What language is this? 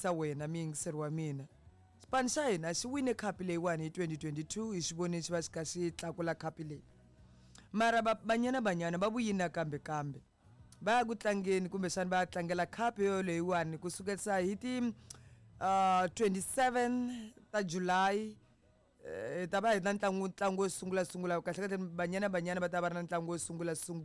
Tsonga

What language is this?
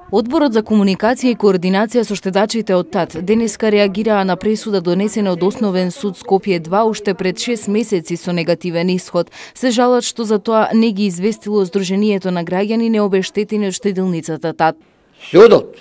Macedonian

